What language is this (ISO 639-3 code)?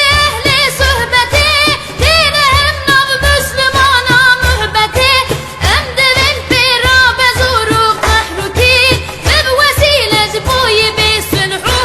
kur